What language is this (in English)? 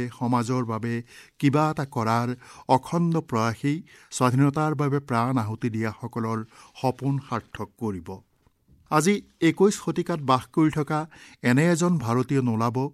Assamese